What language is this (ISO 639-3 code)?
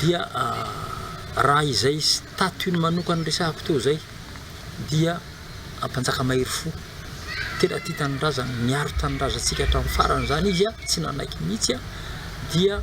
mlg